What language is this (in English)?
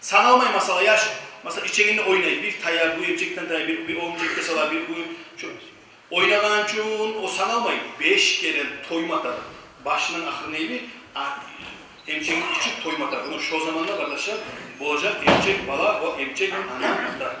Kumyk